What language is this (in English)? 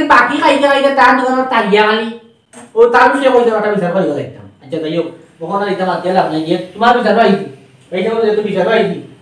Sylheti